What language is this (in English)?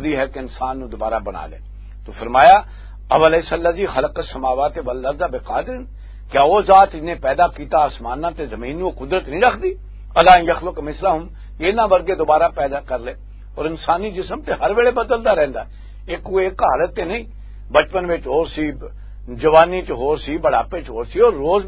Western Panjabi